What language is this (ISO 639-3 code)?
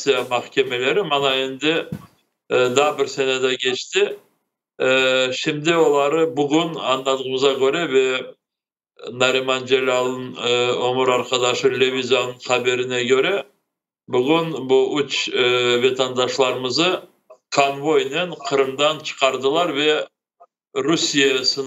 crh